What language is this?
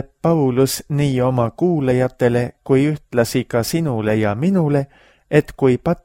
Estonian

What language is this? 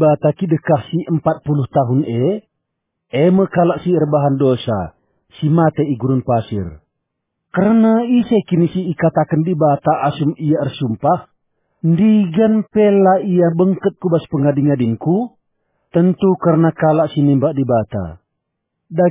Batak Karo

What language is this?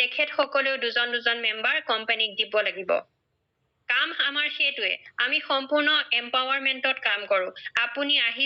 Assamese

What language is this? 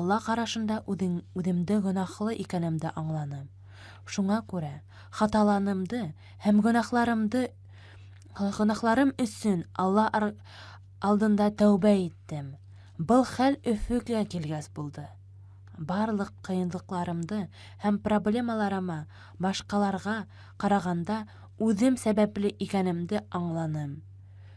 Bashkir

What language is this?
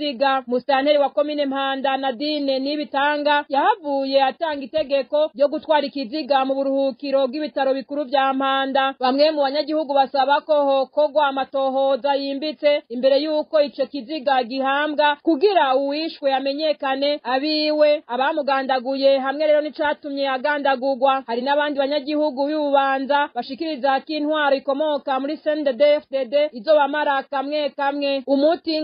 Rundi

